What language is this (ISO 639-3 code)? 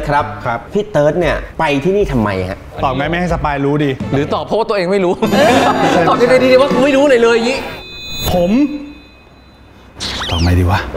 tha